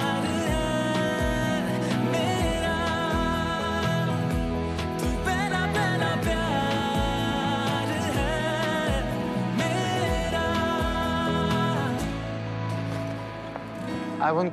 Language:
Hindi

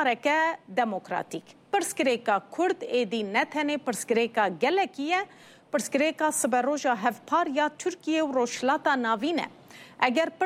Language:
Kurdish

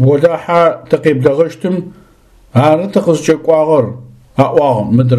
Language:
Adyghe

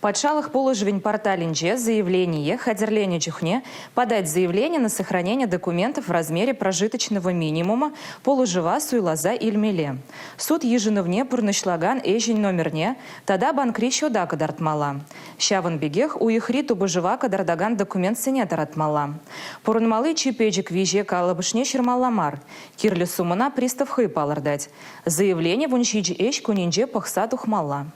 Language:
Chuvash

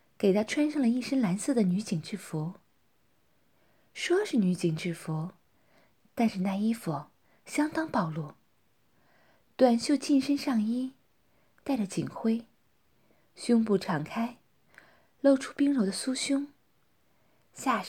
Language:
Chinese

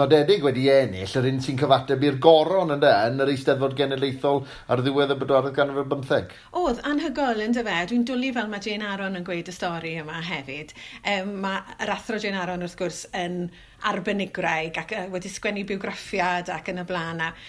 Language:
Welsh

